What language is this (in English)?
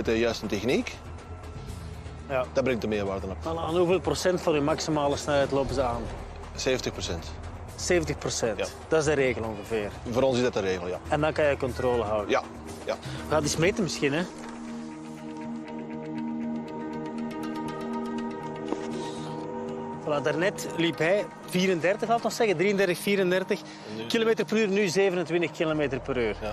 Dutch